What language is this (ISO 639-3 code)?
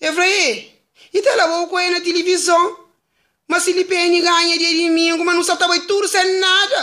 kea